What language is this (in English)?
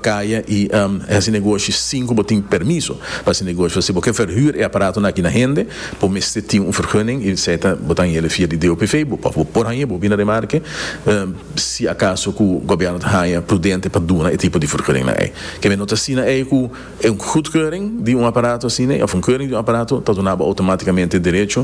Papiamento